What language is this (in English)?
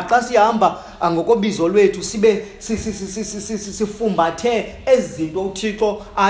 Xhosa